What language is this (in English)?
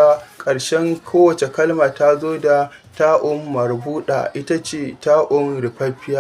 Hausa